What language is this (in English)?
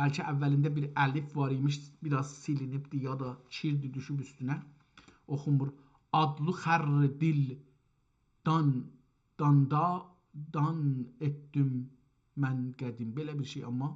South Azerbaijani